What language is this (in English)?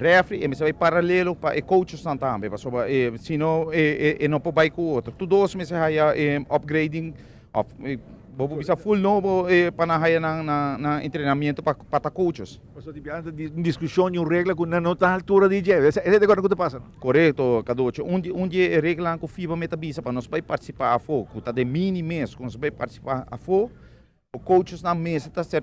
Papiamento